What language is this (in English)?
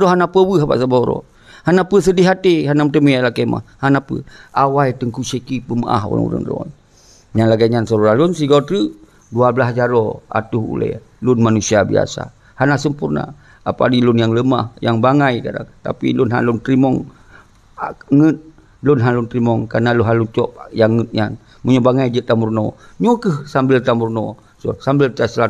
Achinese